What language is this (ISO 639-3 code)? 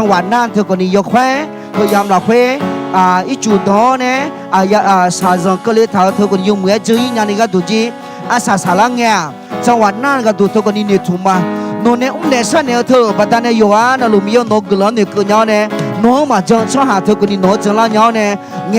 ahk